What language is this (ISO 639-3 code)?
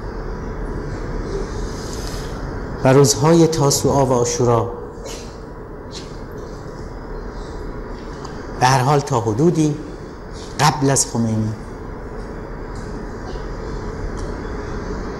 fas